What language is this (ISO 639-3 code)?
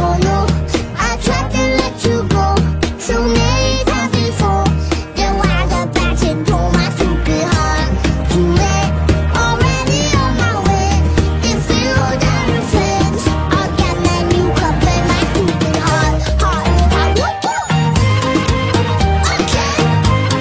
eng